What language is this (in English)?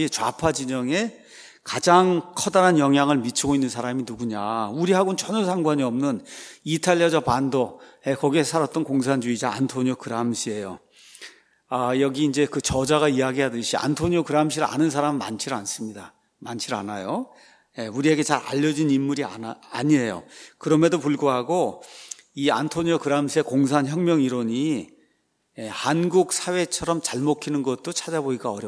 Korean